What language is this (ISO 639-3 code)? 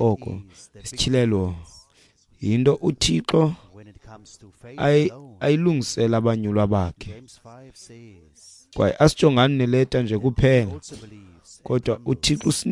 xho